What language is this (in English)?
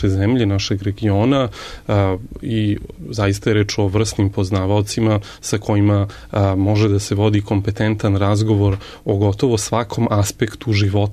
Serbian